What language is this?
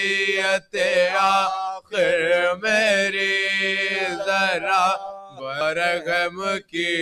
Urdu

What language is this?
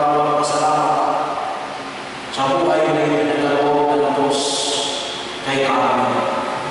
Filipino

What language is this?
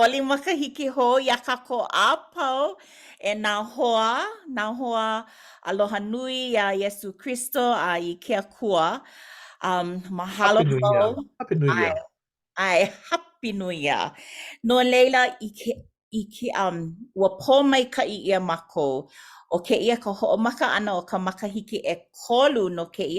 Hawaiian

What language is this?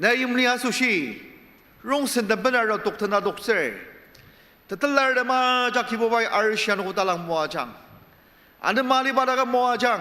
Ao Naga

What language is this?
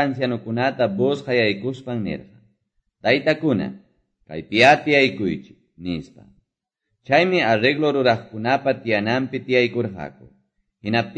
Quechua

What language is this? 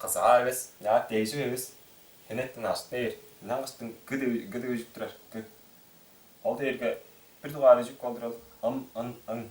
Tuvinian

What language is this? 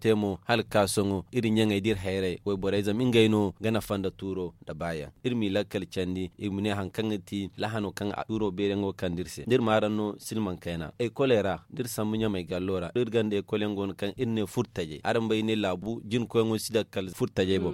Zarma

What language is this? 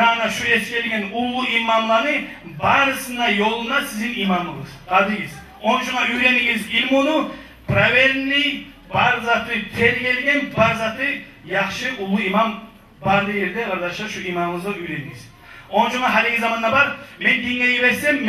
Kumyk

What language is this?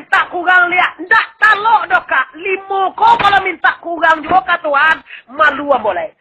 Minangkabau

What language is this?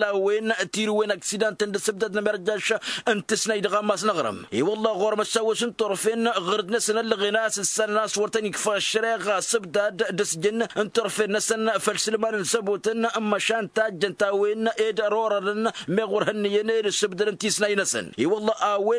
Tamasheq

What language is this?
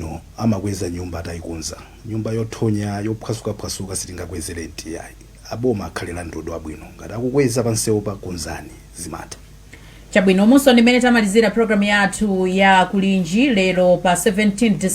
Nyanja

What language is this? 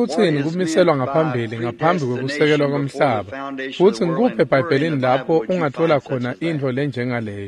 Swati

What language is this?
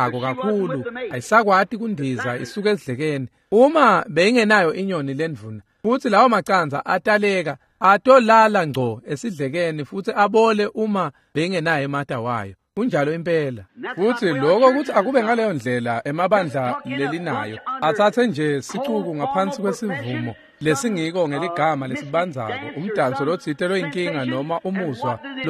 Swati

